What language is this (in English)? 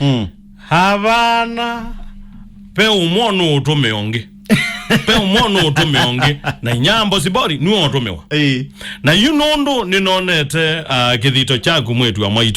Kamba